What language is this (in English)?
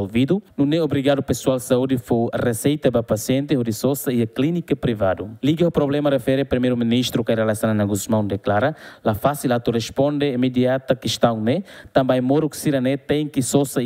Tetum